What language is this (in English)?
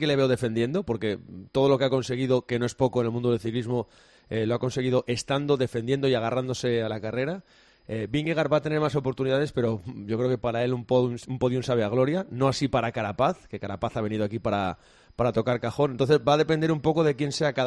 Spanish